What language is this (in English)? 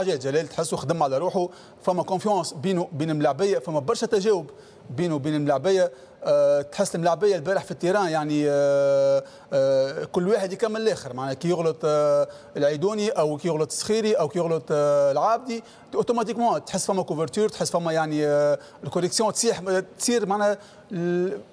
Tunisian Arabic